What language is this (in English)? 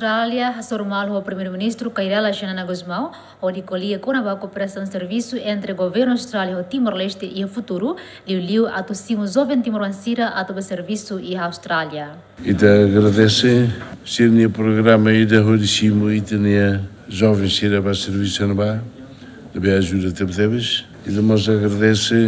Tetum